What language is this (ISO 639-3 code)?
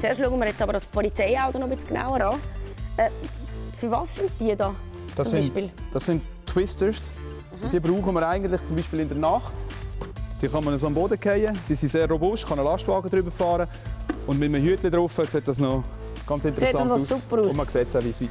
gsw